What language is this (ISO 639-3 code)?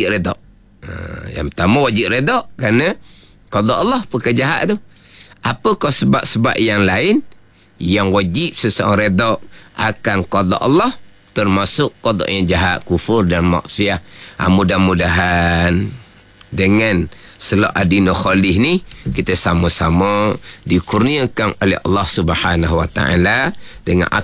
msa